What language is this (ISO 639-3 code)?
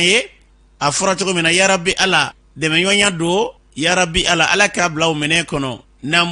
bam